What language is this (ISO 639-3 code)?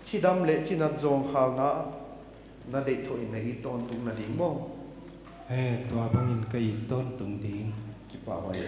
pck